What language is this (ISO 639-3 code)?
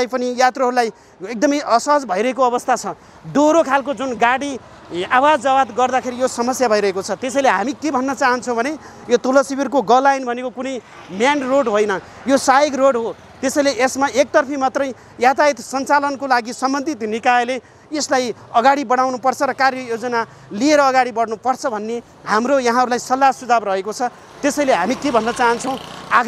nep